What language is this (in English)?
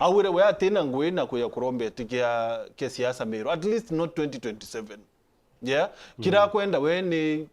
Meru